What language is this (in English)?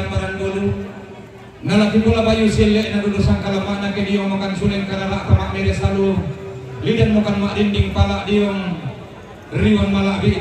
Toraja-Sa'dan